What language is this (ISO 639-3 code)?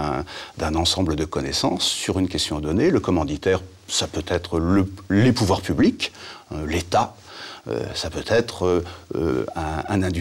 fra